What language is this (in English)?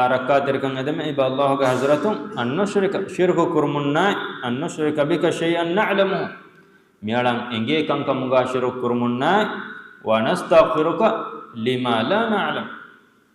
Divehi